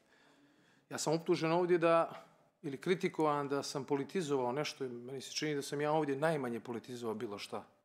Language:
Bosnian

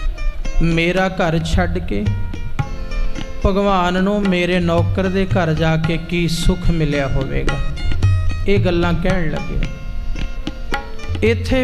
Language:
Punjabi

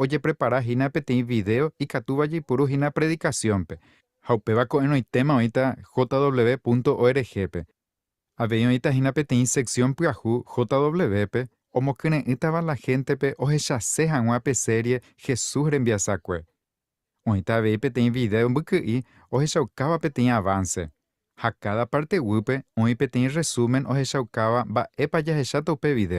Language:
Guarani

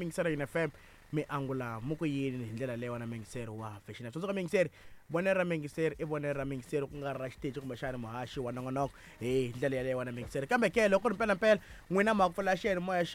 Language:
Tsonga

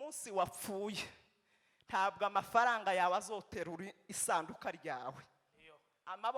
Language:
Kinyarwanda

